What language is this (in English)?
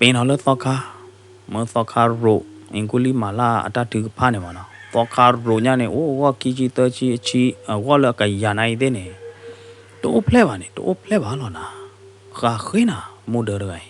S'gaw Karen